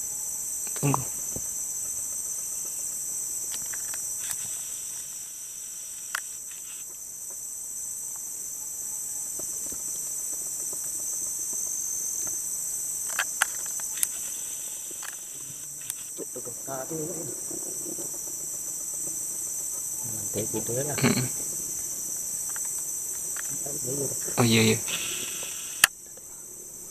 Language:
Indonesian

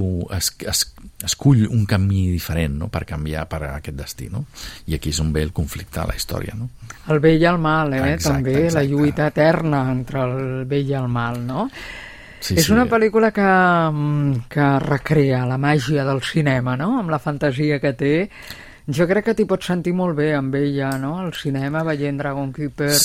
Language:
Catalan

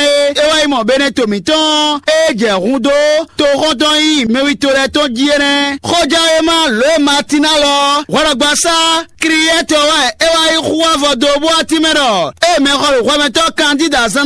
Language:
Fon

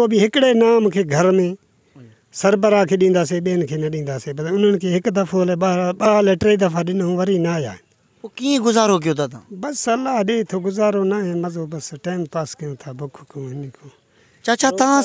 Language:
Sindhi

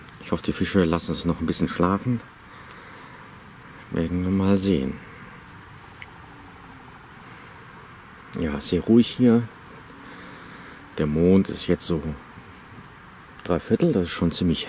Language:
German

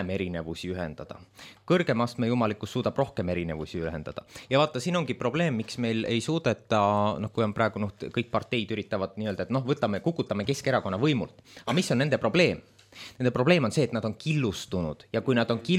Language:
Estonian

